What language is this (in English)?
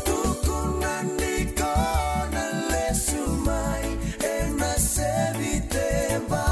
Fijian